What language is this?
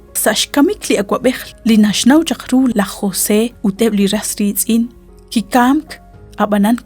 Kekchí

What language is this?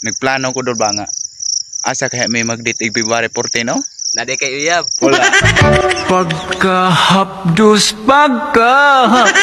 Cebuano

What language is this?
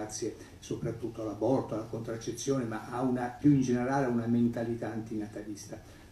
Italian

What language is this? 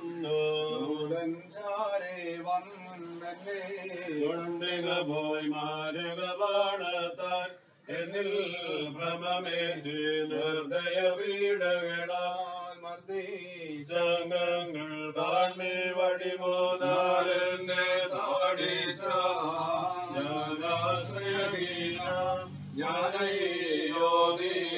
Malayalam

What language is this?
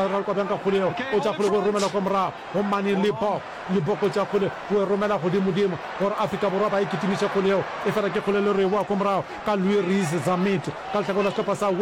Northern Sotho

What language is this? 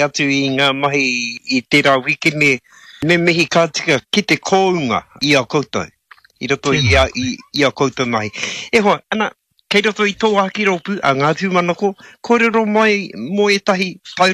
Māori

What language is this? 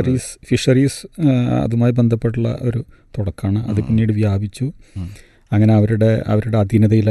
Malayalam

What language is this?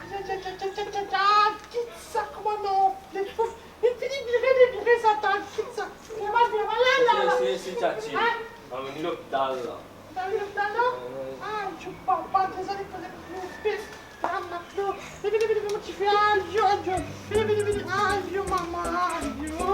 Morisyen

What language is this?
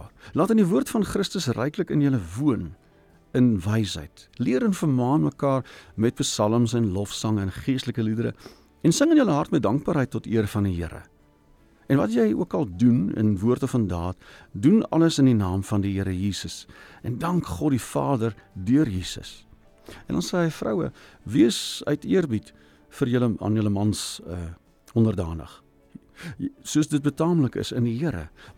Afrikaans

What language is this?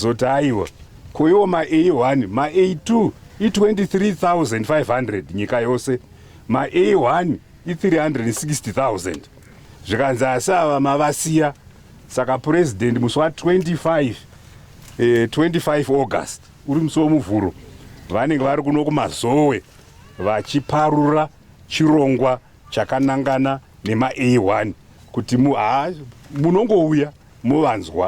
Shona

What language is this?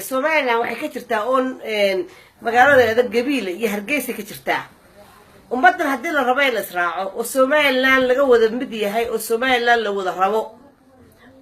Somali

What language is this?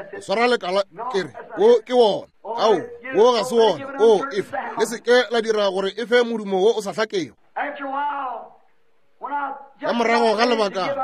Northern Sotho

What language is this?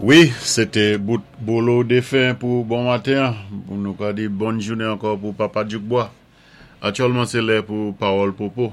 Saint Lucian Creole French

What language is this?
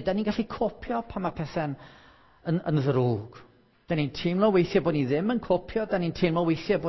Welsh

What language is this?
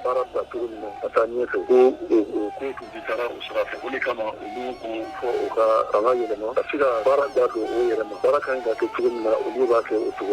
Bambara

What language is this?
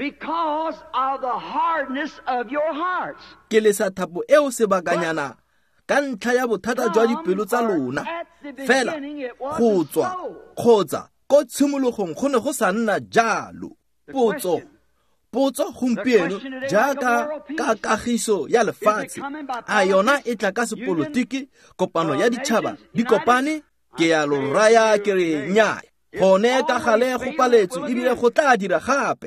Tswana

